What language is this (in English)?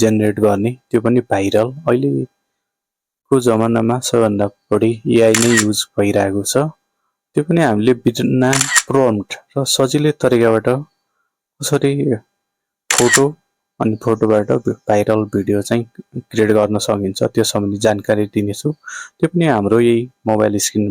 Nepali